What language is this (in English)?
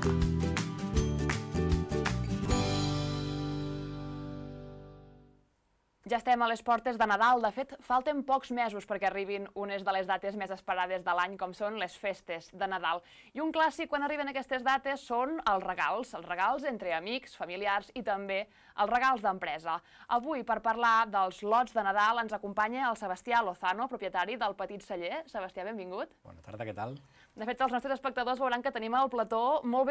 Catalan